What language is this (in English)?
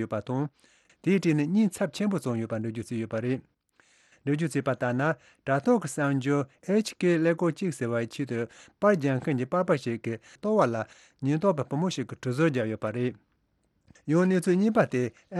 Tibetan